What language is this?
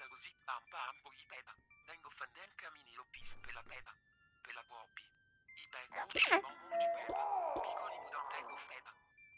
Italian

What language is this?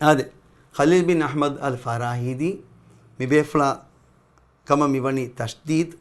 Divehi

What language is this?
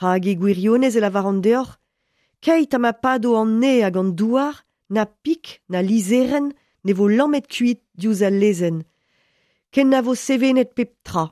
Breton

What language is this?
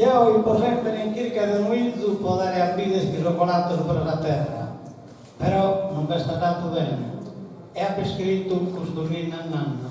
Sardinian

